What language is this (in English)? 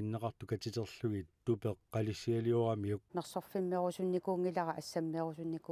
Kalaallisut